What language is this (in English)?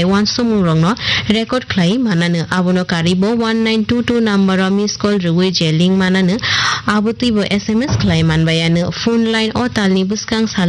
Kok Borok